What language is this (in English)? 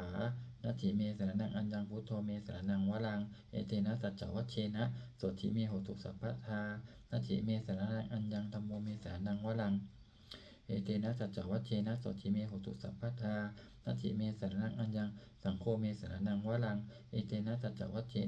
Pali